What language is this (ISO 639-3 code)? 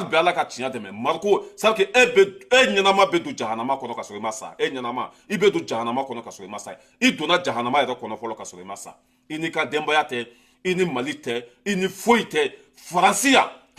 bam